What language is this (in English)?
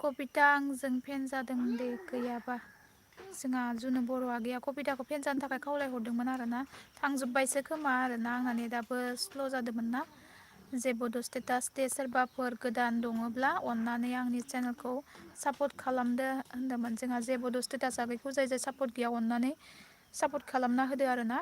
Bodo